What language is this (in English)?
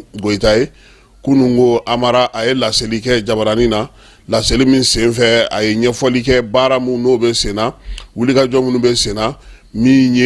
Bambara